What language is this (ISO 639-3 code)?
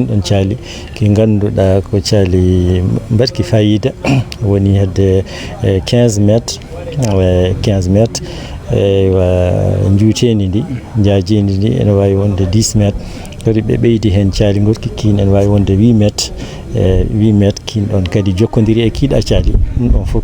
ful